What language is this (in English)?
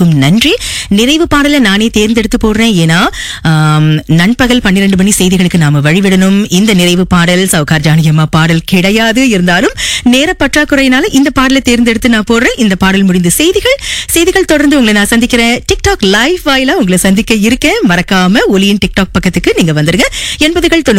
Tamil